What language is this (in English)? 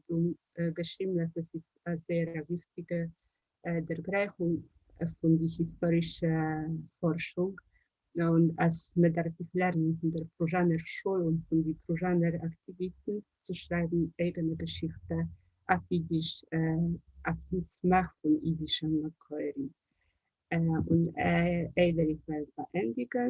Yiddish